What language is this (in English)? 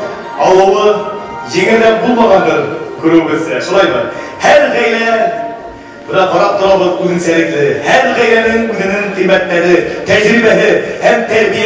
Bashkir